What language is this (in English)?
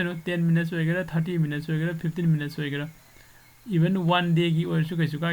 Manipuri